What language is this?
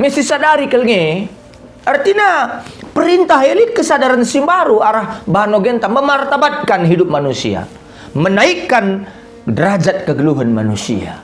Batak Karo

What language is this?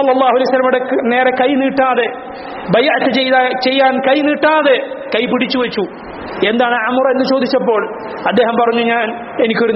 Malayalam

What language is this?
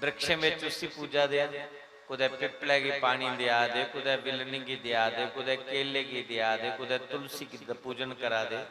Dogri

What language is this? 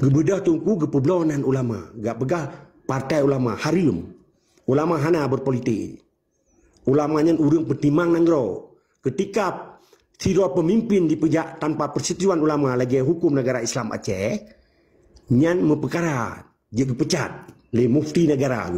Achinese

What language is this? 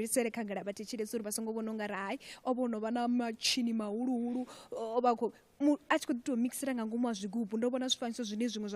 Venda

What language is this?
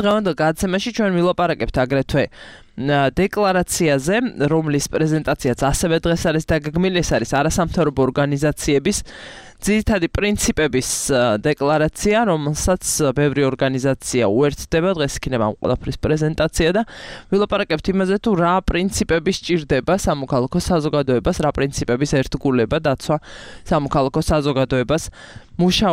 Georgian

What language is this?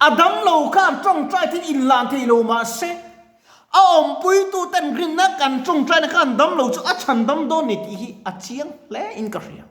Mizo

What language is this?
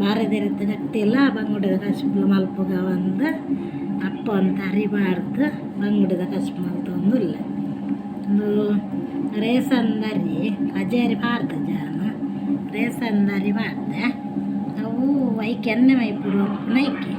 Tulu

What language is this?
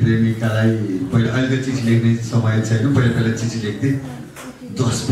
Nepali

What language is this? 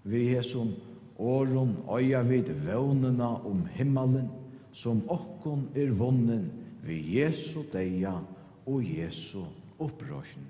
Faroese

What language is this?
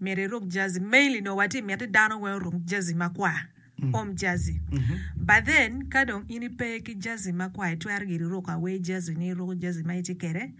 Acoli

